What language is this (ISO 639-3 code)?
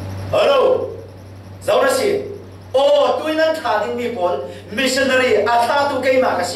cfm